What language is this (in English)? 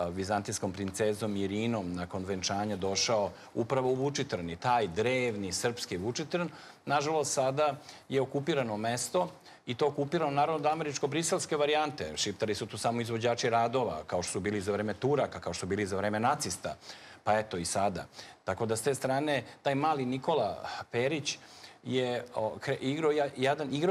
Serbian